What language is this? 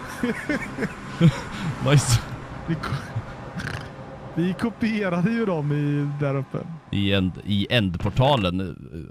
Swedish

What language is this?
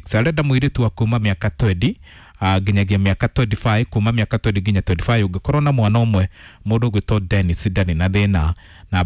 Kikuyu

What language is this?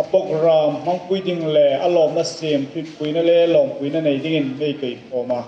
Hmar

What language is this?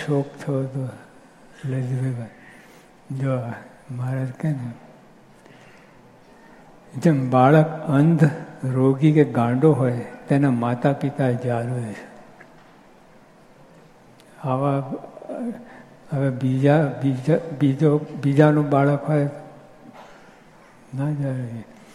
Gujarati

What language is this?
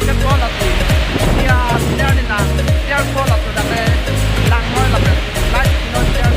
Karbi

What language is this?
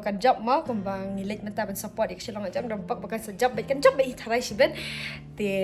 Khasi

